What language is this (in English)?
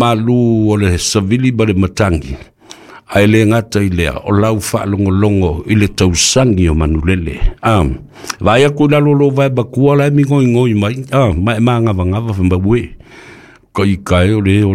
Samoan